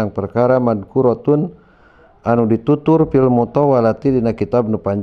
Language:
Sundanese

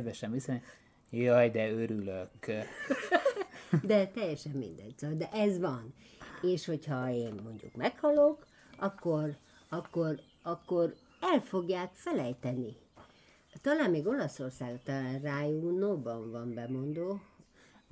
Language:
Hungarian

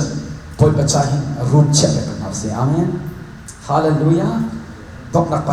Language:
Hakha Chin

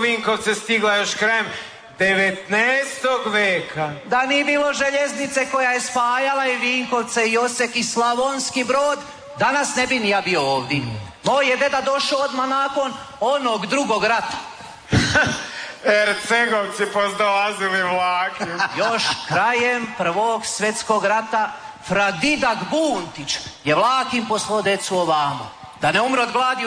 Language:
Croatian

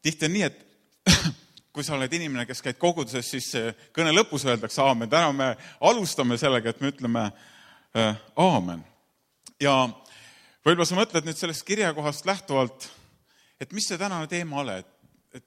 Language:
Estonian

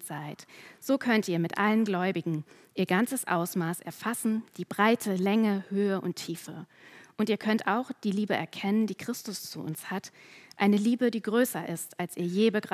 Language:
German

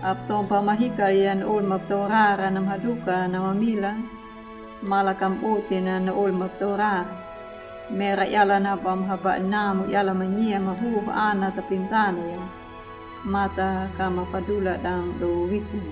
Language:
Anakalangu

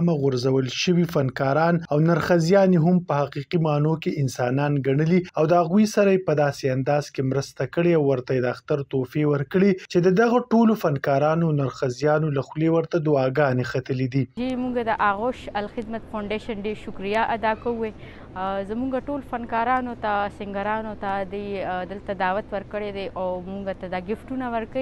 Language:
Pashto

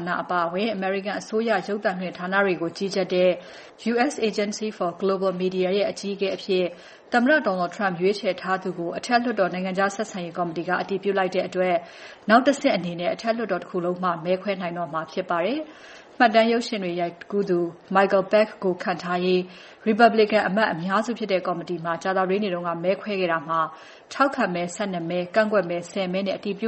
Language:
Burmese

